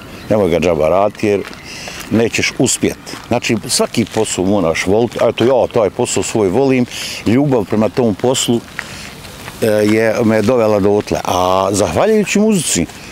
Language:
Bosnian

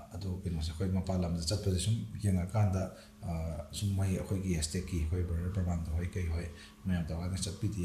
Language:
Manipuri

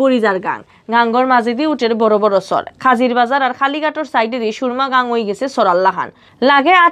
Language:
Sylheti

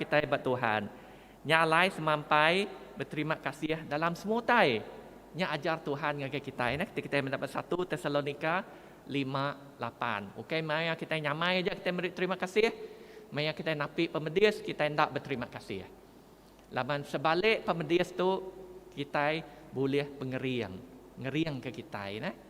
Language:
Iban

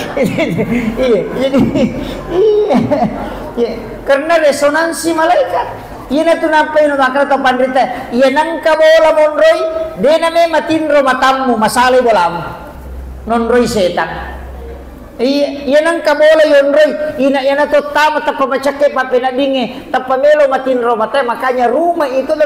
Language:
Buginese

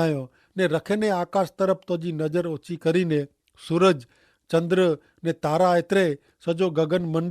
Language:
Kachhi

